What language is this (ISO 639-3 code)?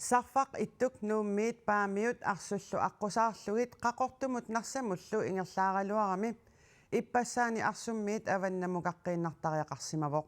kal